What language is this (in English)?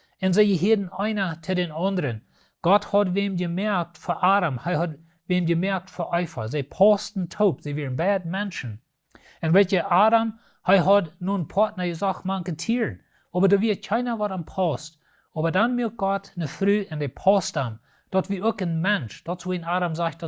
Plautdietsch